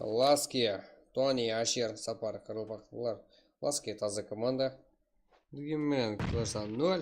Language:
Kara-Kalpak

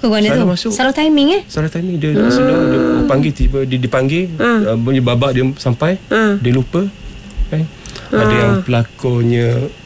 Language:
Malay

